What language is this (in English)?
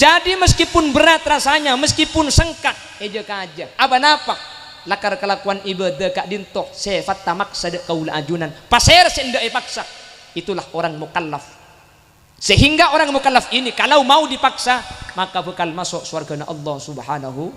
Madurese